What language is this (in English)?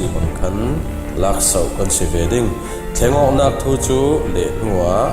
Falam Chin